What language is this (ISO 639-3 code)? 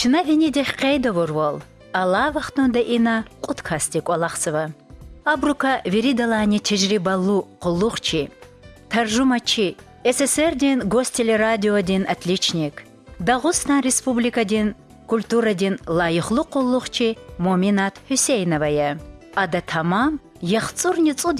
lez